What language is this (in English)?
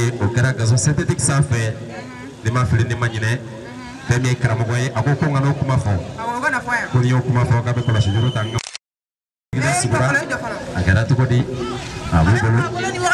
Bambara